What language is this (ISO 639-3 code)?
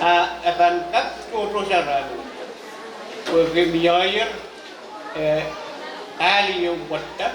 pon